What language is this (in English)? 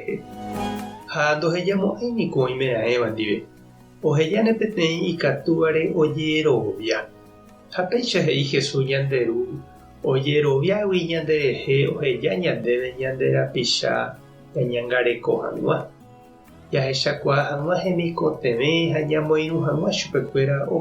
Guarani